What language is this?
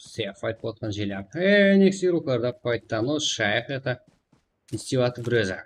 Kara-Kalpak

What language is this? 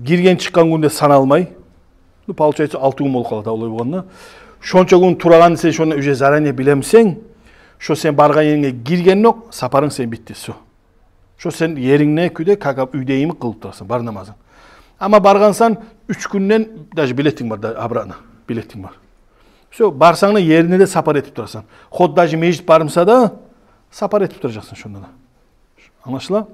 Kumyk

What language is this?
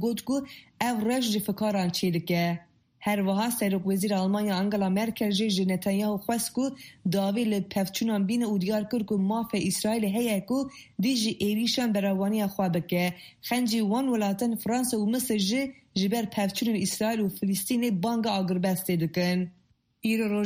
Kurdish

